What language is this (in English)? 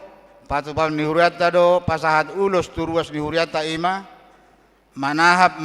Batak Toba